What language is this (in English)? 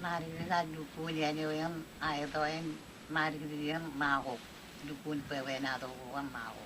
Marshallese